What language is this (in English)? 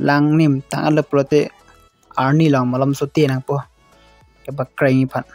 Karbi